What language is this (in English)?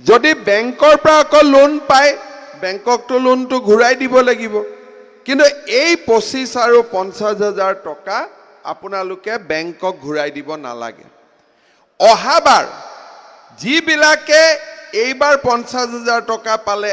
Assamese